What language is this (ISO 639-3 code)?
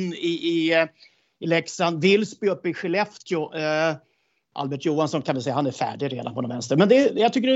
swe